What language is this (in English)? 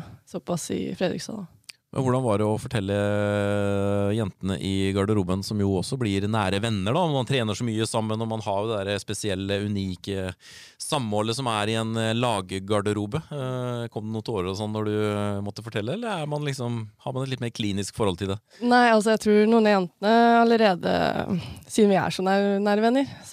Norwegian